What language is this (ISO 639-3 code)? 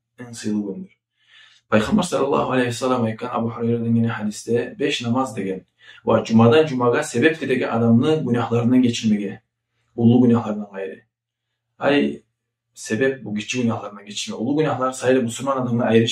kum